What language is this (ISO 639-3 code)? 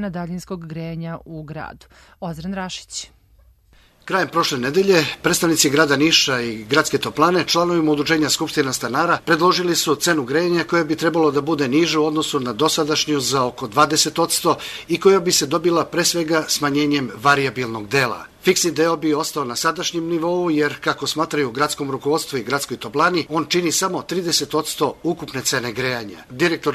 srp